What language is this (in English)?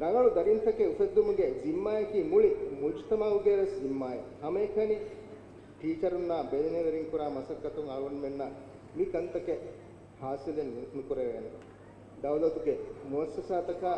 Divehi